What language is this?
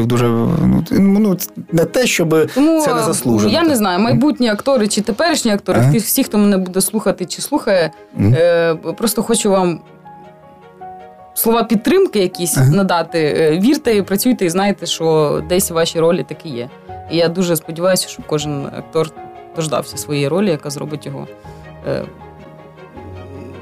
Ukrainian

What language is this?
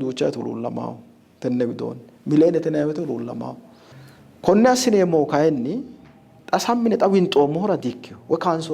Sidamo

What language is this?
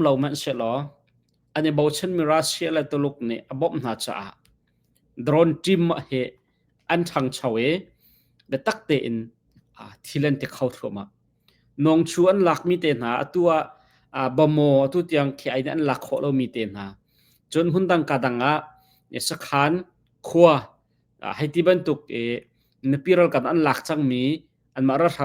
Hakha Chin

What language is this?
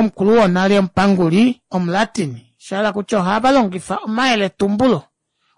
Kuanyama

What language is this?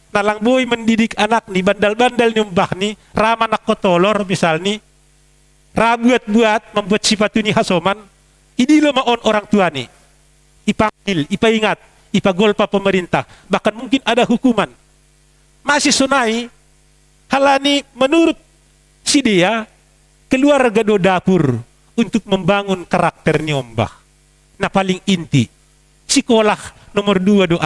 Batak Simalungun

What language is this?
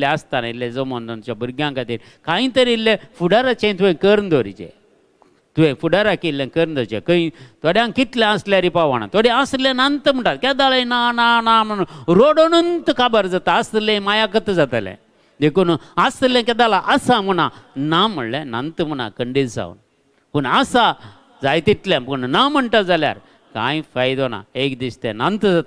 Konkani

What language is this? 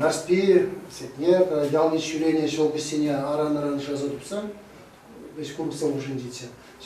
Chuvash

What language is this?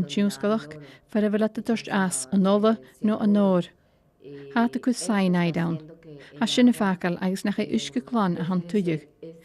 Scottish Gaelic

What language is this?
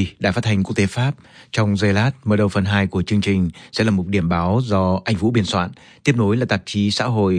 Vietnamese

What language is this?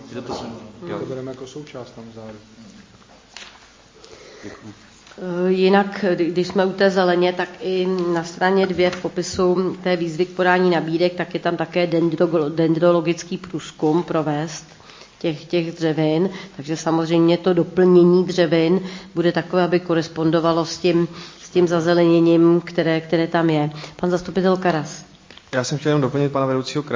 Czech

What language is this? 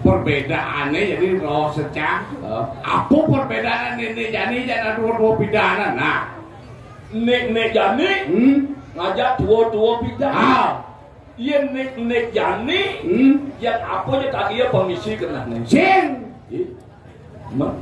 Balinese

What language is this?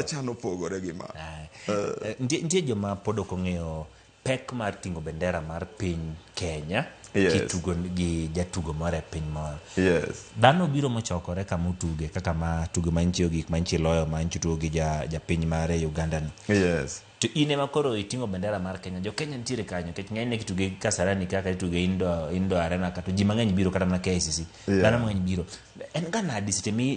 Luo (Kenya and Tanzania)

